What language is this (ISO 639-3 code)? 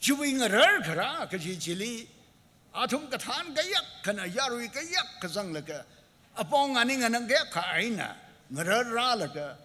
nmf